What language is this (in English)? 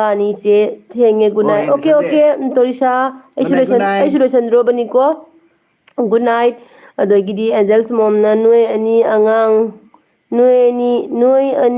Manipuri